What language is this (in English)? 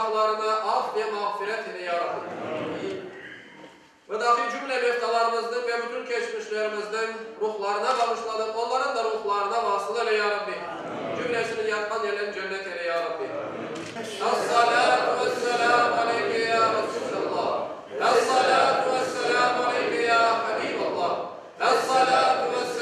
Crimean Tatar